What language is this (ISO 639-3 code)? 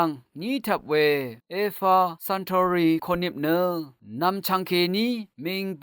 raw